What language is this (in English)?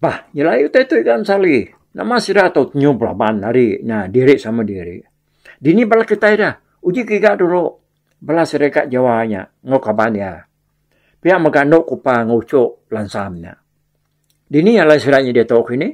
Iban